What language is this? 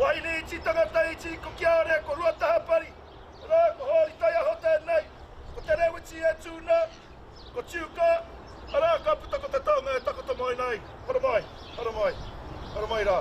Māori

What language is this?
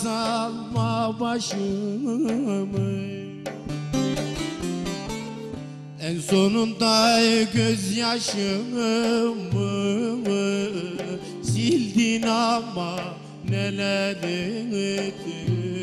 Turkish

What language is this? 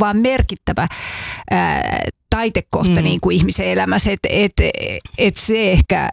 Finnish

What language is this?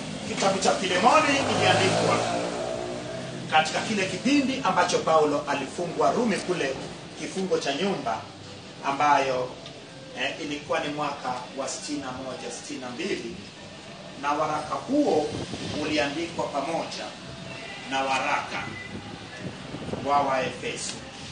Swahili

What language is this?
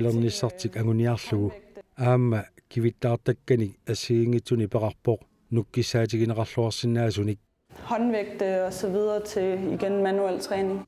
Kalaallisut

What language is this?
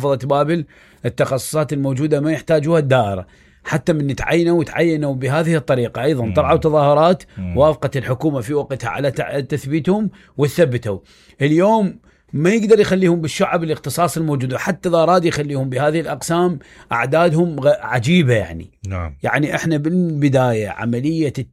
Mesopotamian Arabic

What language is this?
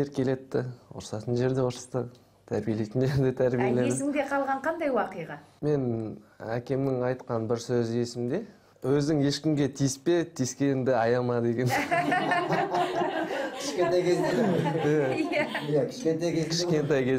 Kazakh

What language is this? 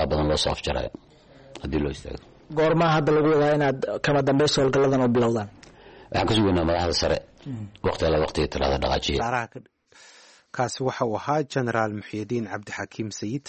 Somali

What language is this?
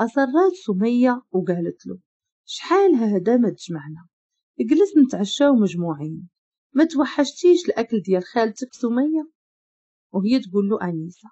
Moroccan Arabic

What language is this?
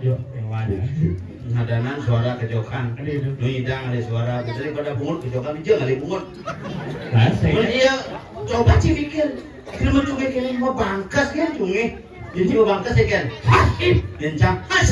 Balinese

